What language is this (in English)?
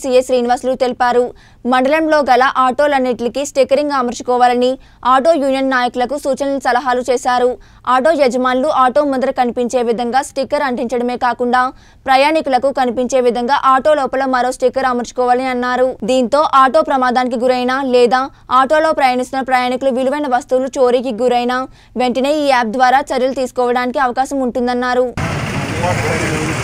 Telugu